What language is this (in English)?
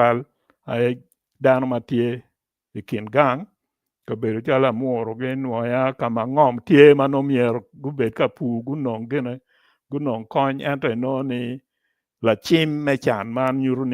Acoli